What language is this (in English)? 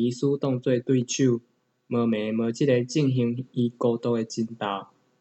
Min Nan Chinese